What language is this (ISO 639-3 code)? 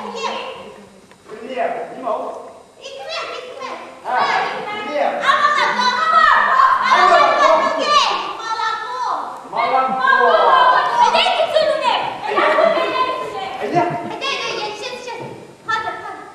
bak